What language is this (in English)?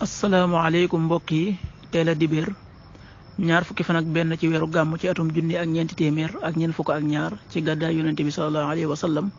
Wolof